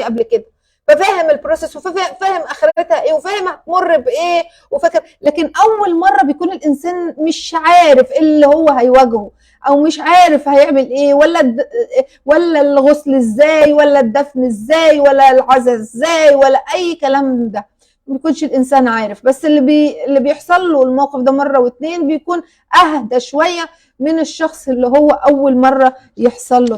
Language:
Egyptian Arabic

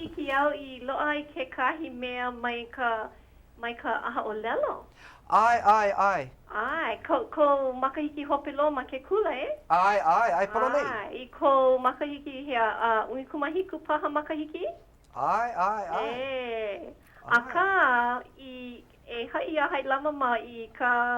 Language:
Hawaiian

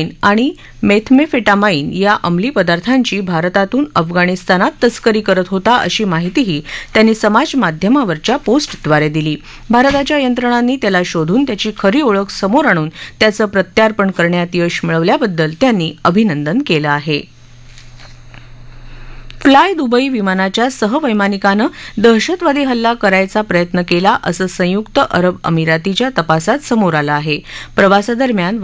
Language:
Marathi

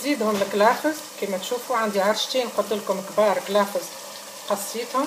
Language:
Tunisian Arabic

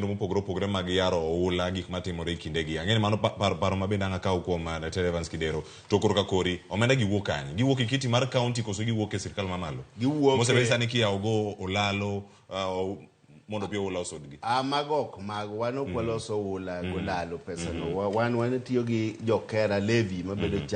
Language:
Luo (Kenya and Tanzania)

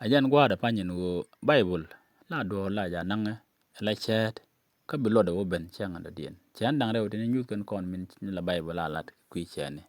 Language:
Nuer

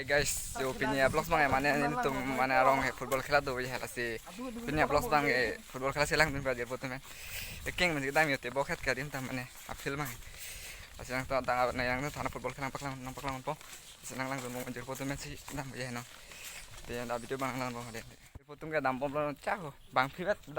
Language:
Karbi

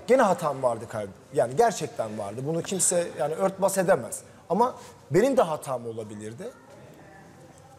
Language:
Turkish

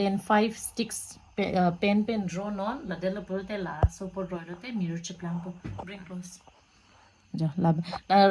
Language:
Karbi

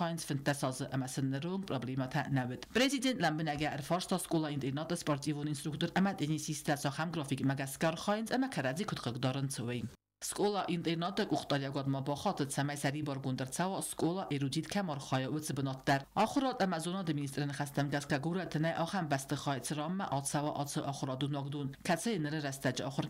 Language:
Ossetic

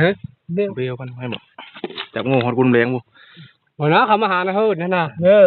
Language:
Northeastern Thai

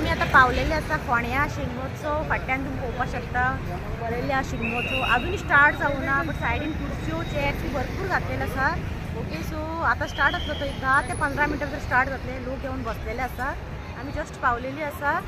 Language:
Konkani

